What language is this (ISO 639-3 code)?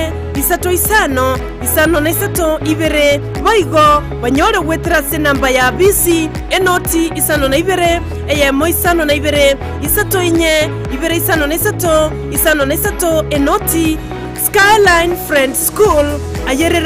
guz